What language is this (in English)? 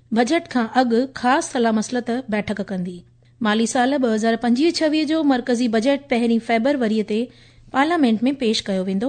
Sindhi